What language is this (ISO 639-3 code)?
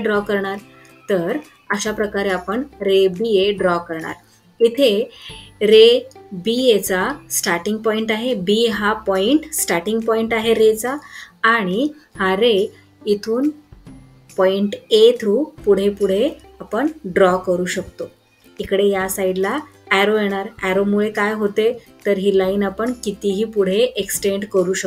mar